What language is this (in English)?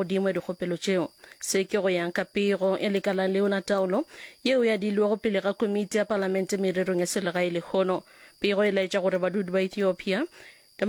Northern Sotho